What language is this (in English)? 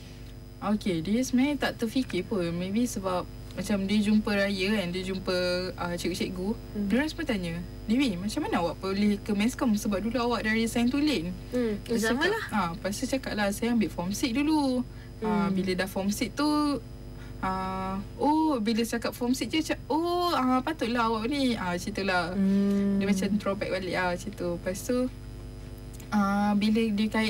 Malay